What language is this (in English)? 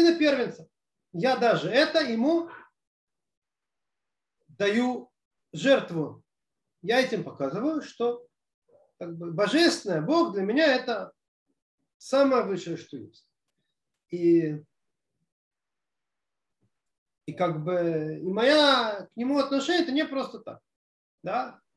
Russian